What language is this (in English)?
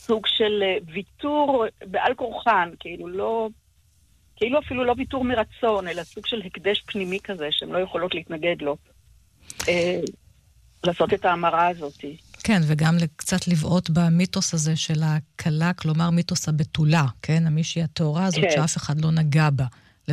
Hebrew